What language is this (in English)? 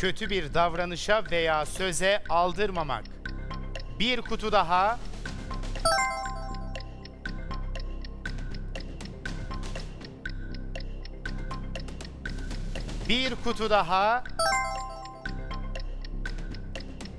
Turkish